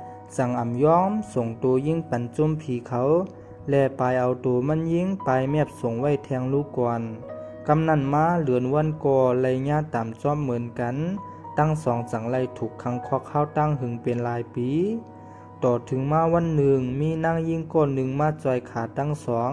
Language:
Shan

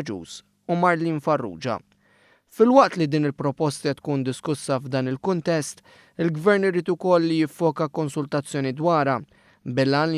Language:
Maltese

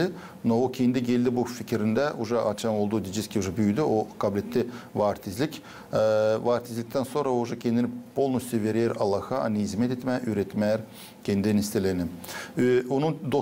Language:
Gagauz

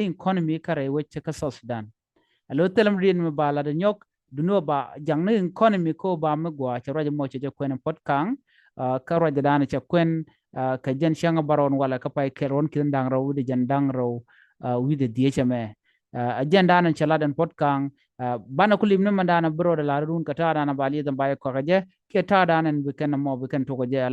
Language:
Nuer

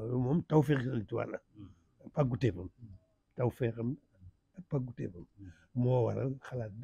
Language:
Wolof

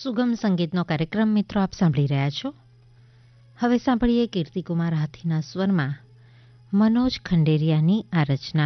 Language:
Gujarati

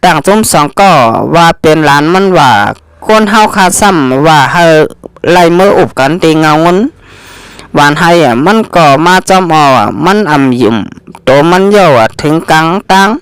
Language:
Shan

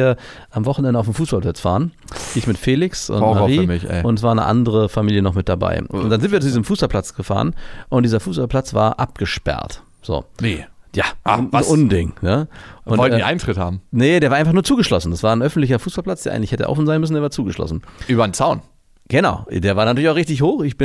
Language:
German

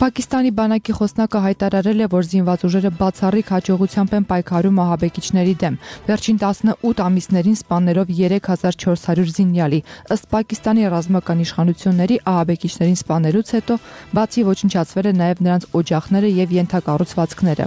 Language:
Armenian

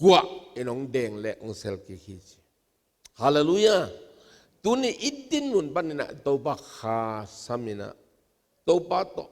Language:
Tedim Chin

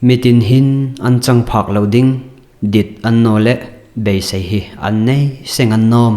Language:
Hmar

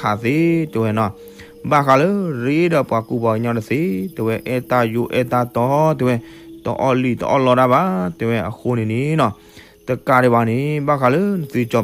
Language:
S'gaw Karen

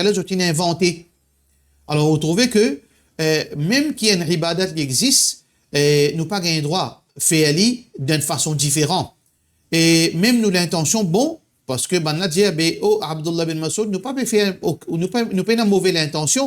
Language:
Morisyen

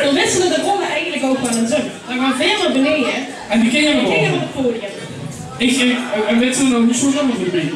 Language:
Limburgish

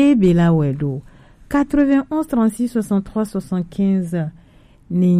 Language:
Gen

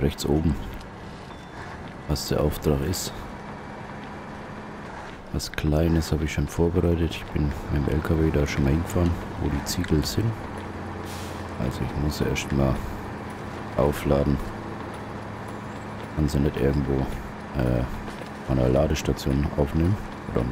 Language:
German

